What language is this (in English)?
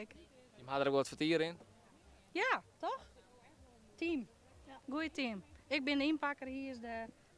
Western Frisian